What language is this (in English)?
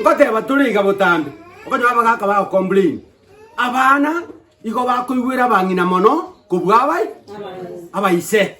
Gusii